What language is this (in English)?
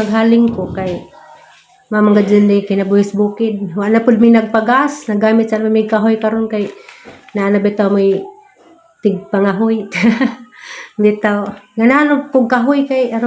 Cebuano